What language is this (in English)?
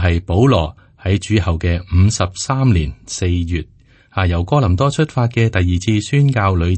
Cantonese